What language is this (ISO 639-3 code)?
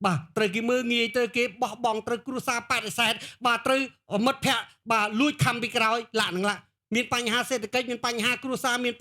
khm